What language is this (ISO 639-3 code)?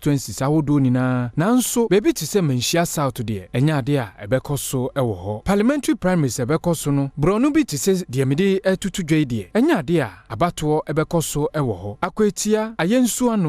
aka